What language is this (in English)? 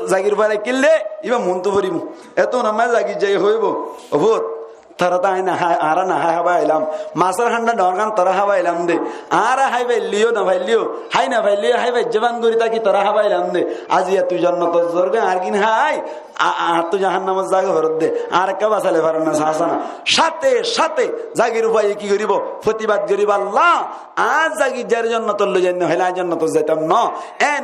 Rohingya